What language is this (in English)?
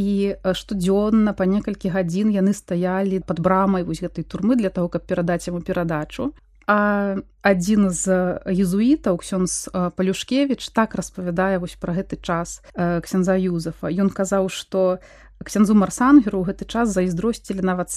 Belarusian